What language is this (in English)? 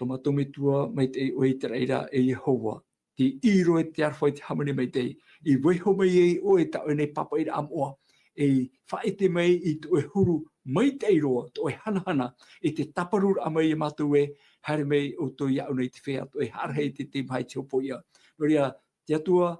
Tahitian